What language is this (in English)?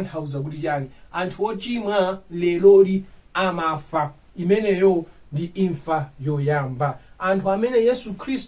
Nyanja